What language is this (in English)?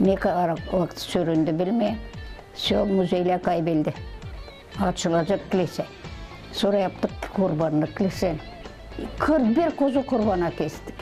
Gagauz